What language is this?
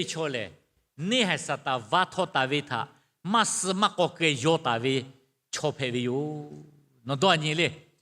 Lahu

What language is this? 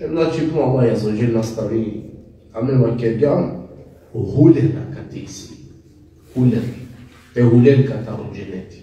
Balkan Romani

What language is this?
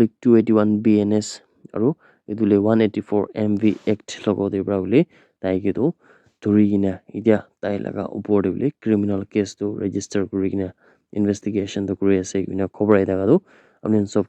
Naga Pidgin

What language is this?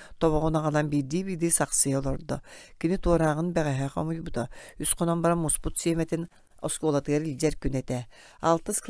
Yakut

